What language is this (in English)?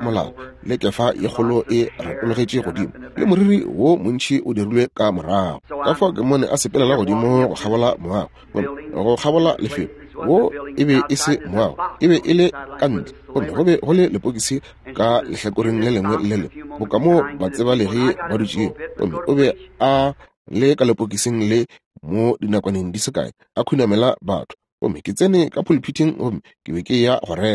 Northern Sotho